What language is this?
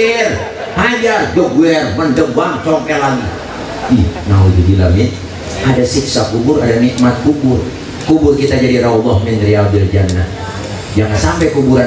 Betawi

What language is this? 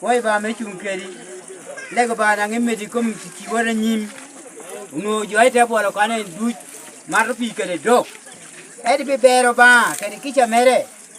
Lango (Uganda)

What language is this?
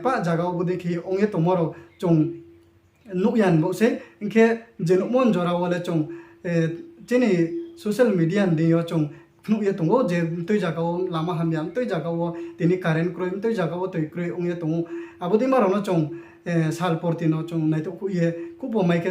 Riang (India)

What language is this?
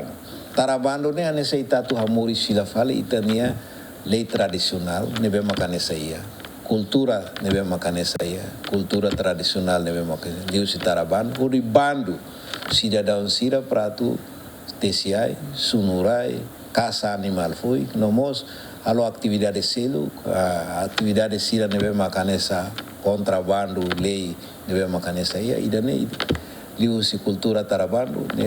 Tetum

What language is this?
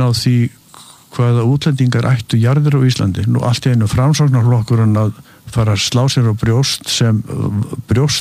Icelandic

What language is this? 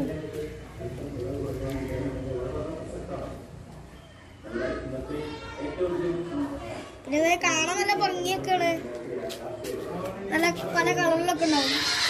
Malayalam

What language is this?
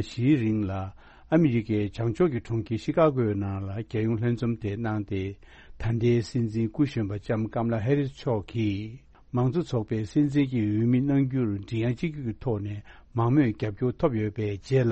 Tibetan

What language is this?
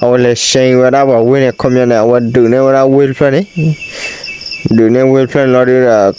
S'gaw Karen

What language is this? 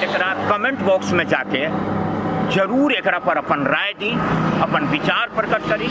Magahi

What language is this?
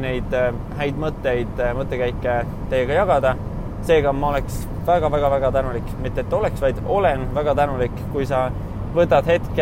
Estonian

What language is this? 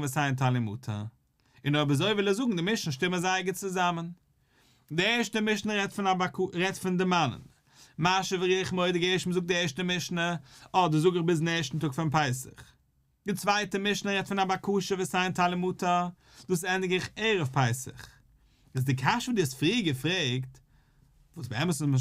Yiddish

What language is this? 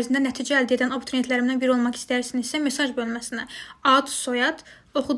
Azerbaijani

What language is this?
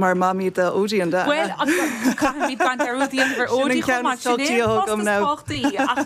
Irish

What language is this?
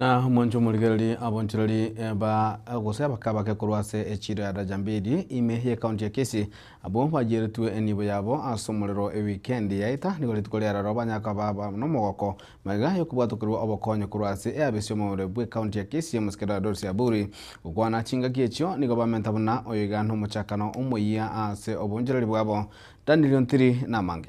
Gusii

